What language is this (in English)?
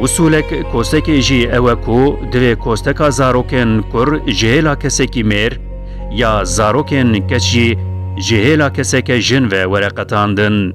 Kurdish